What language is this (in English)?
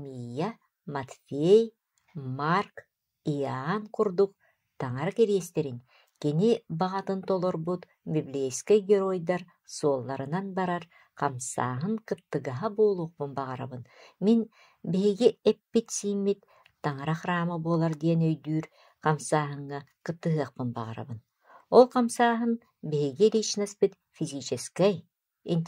Yakut